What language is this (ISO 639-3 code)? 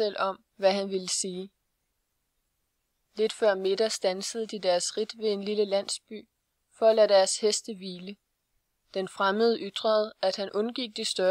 dan